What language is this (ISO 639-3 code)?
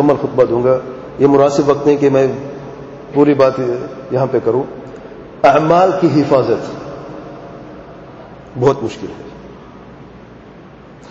urd